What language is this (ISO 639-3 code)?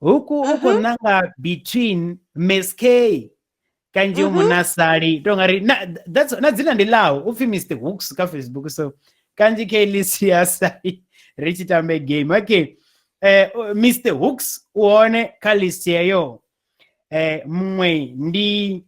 ven